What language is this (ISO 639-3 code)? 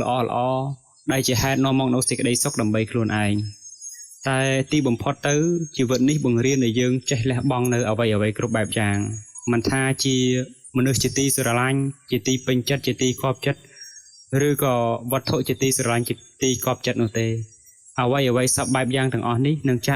khm